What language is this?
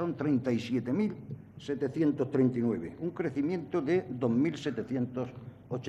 Spanish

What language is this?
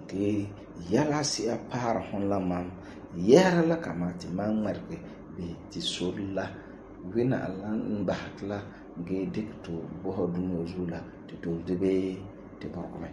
Frafra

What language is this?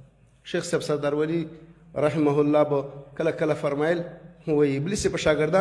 Pashto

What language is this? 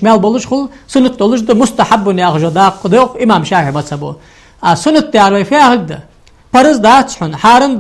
Ingush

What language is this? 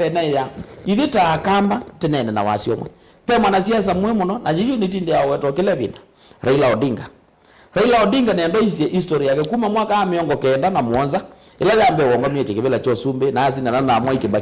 Kamba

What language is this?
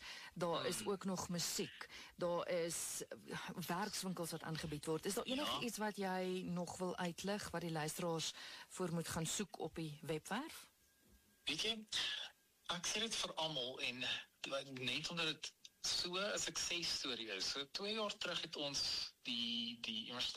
Afrikaans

